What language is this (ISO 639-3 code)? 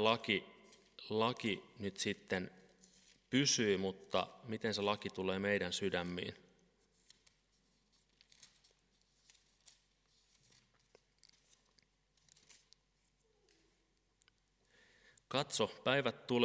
fin